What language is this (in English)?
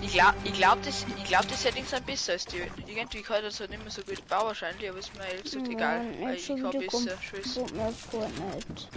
Bavarian